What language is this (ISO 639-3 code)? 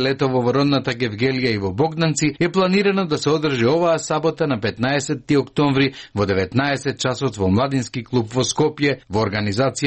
mkd